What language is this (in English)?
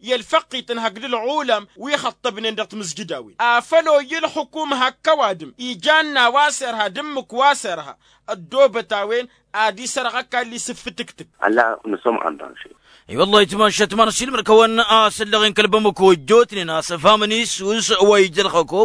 Tamasheq